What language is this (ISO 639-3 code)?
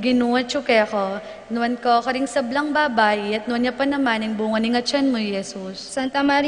pam